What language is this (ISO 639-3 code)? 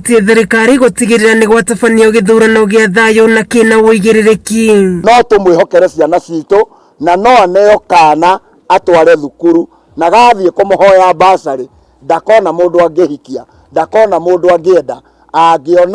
kik